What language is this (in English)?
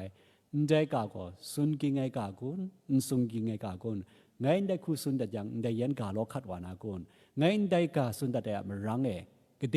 Kachin